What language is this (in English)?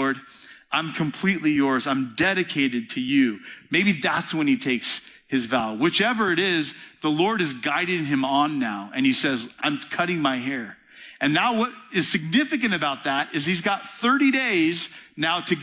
English